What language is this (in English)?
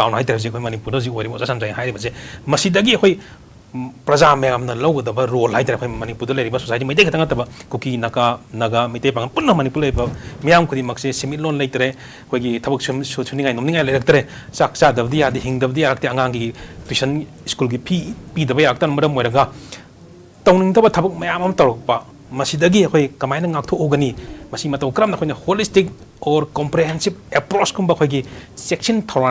Manipuri